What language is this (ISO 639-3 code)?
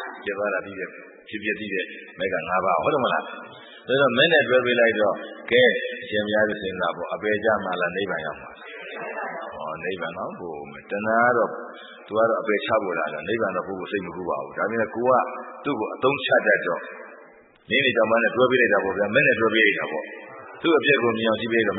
mya